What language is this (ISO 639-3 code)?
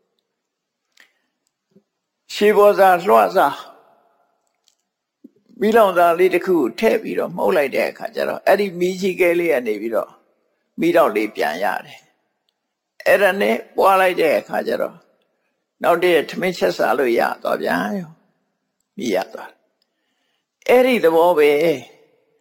mya